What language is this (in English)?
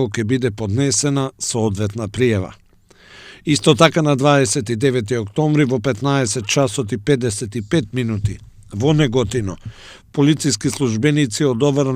Macedonian